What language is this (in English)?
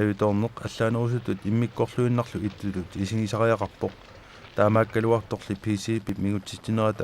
Kalaallisut